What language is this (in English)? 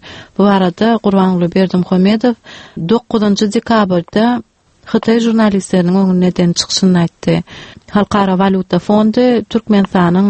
Turkmen